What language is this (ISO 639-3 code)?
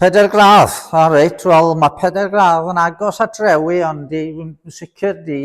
cym